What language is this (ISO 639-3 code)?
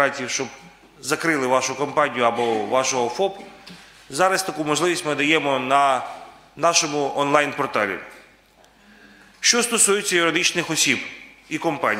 ukr